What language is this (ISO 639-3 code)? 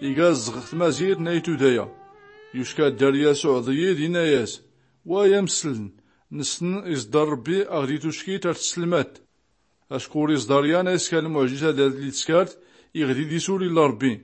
shi